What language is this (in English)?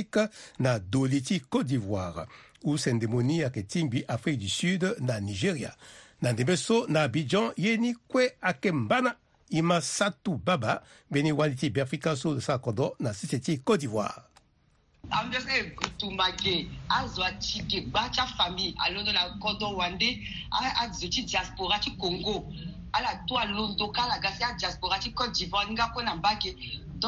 Sango